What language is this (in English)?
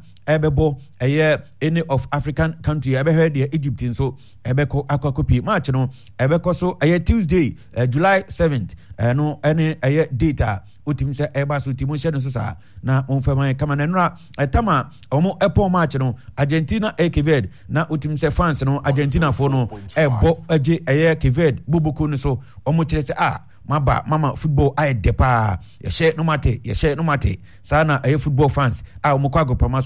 Akan